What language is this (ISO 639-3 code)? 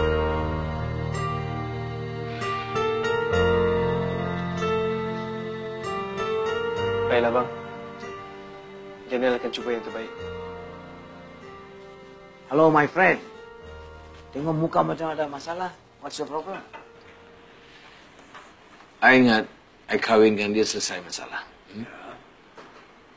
msa